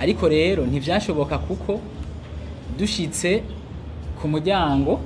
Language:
Rundi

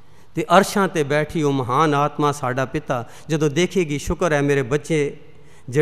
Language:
Punjabi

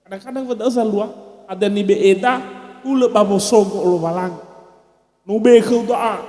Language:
Nias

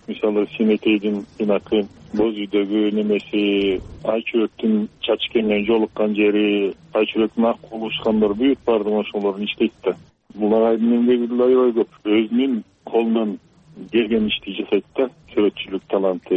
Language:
Kyrgyz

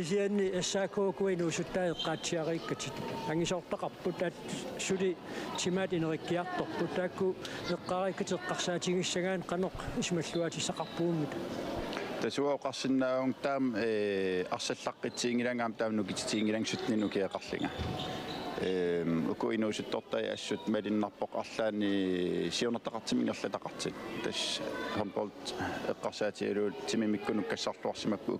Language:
Kalaallisut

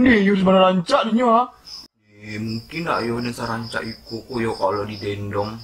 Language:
Minangkabau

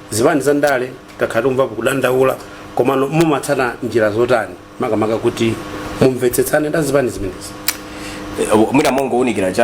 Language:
Nyanja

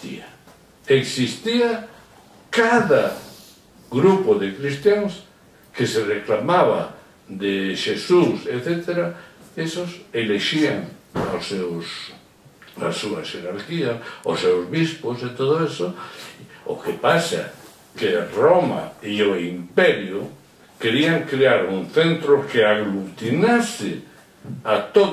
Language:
Galician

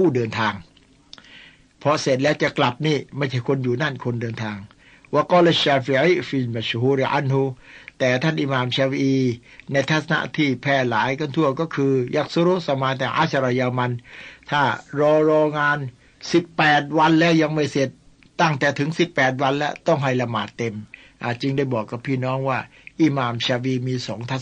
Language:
Thai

